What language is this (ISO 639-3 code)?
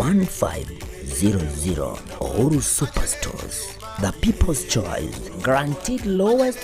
guz